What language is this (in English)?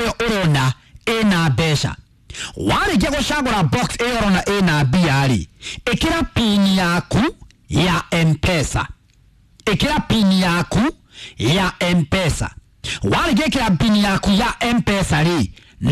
Kikuyu